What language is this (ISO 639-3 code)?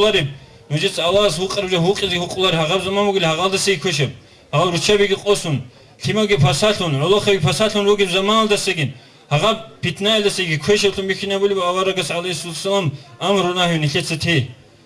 ava